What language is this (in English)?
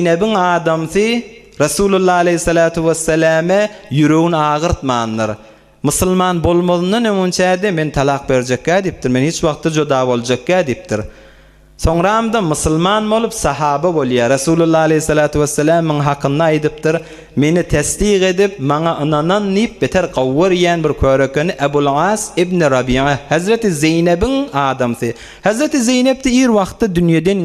Turkmen